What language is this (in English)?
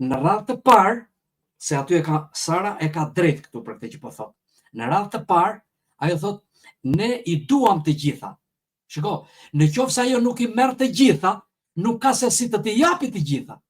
Albanian